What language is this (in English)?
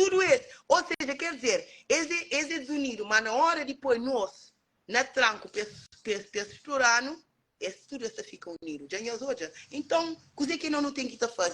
Kabuverdianu